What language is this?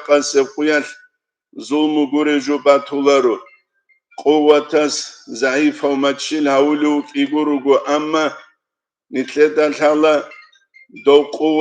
Avaric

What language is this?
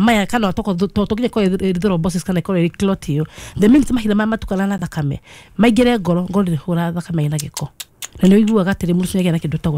Kikuyu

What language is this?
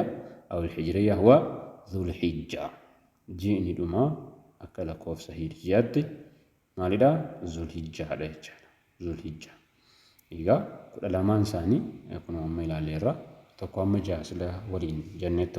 Oromo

